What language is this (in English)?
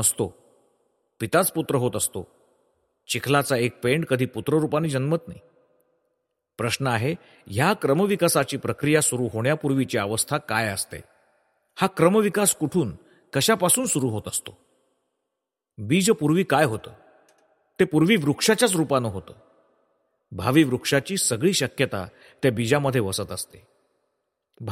Marathi